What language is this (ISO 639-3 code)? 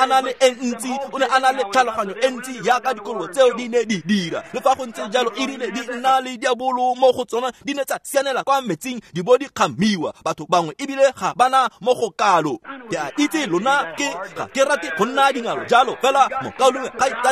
tsn